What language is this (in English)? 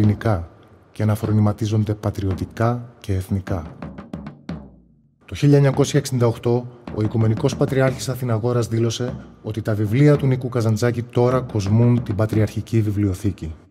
Greek